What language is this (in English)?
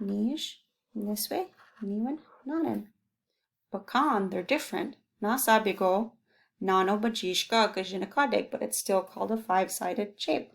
Chippewa